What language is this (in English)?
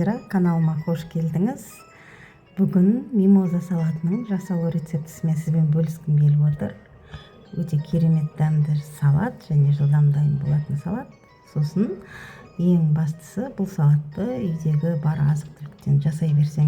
Kazakh